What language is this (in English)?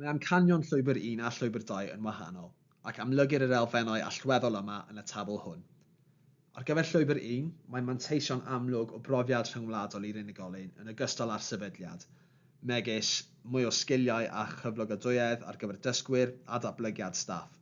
Welsh